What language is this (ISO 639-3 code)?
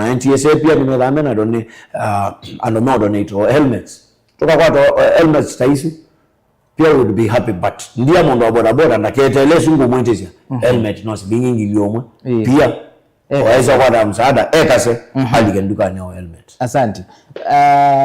kam